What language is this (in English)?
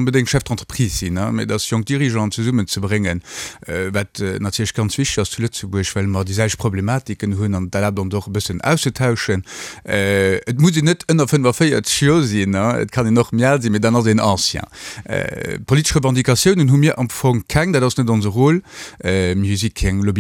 Luxembourgish